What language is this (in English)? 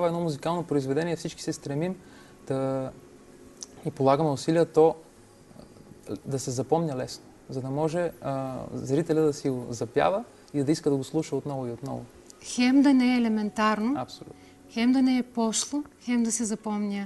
Bulgarian